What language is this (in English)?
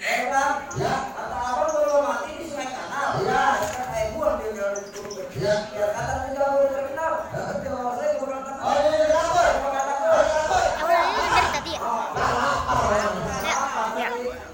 Betawi